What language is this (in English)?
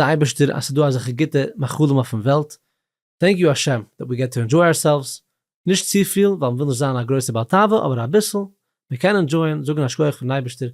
Yiddish